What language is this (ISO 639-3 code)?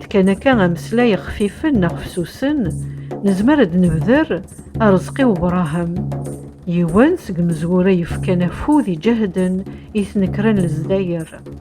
kab